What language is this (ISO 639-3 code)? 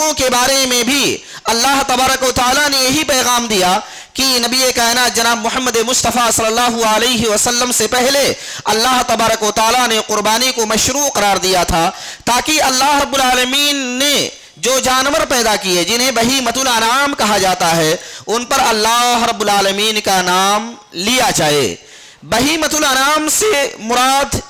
urd